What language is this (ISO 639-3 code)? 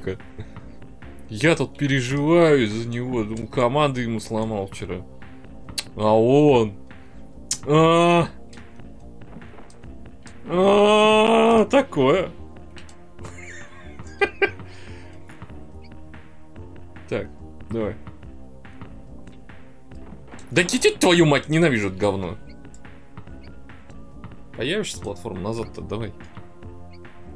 rus